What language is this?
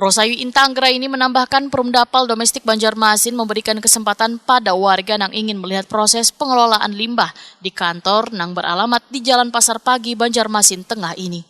Banjar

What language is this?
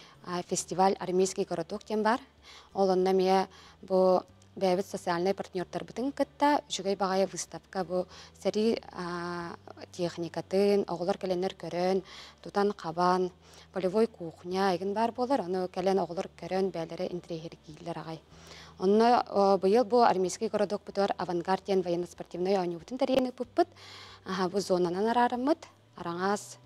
Yakut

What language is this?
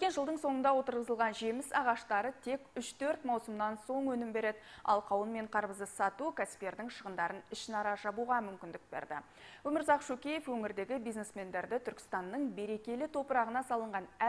Kazakh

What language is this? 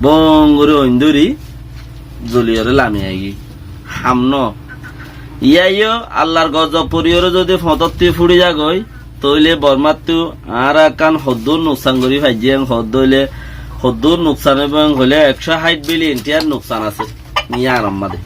Rohingya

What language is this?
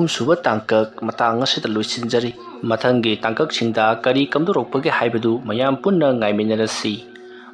Manipuri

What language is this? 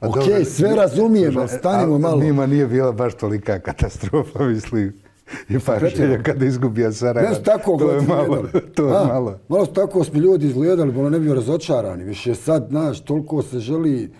Bosnian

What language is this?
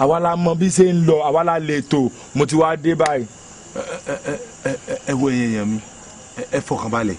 Yoruba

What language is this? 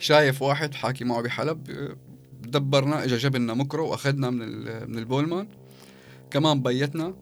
North Levantine Arabic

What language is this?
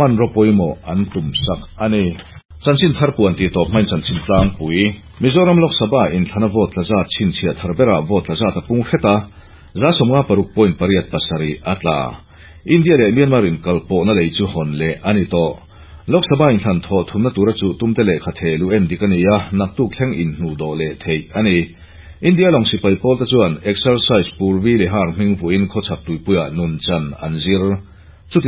Mizo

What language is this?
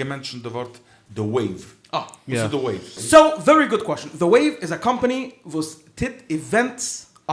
Yiddish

